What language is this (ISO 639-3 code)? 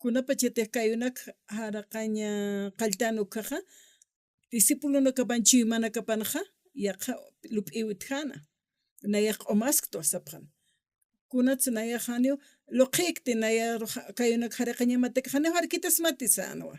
aym